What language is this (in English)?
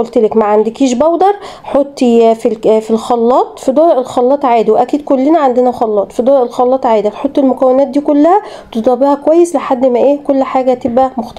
Egyptian Arabic